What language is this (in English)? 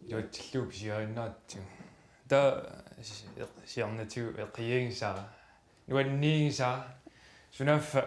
Kalaallisut